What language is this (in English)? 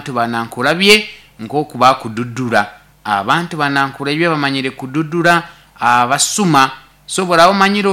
Nyoro